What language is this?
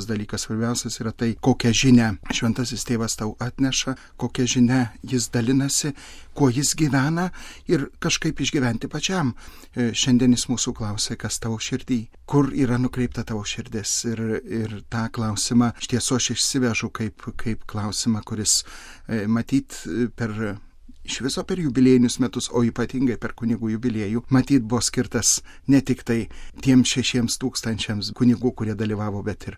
Lithuanian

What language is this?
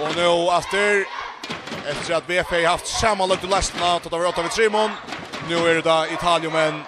Faroese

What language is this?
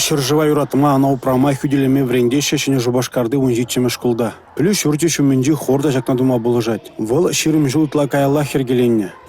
Chuvash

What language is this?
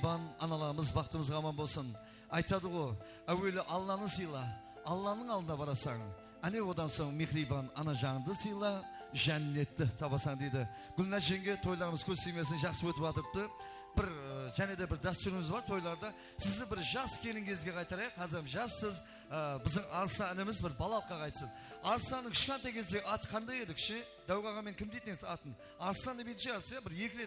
Kara-Kalpak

